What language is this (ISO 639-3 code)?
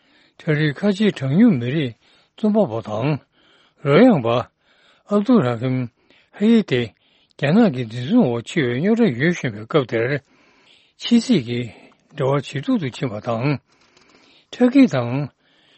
bod